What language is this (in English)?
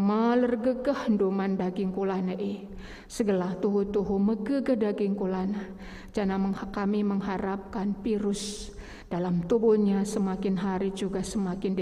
Batak Karo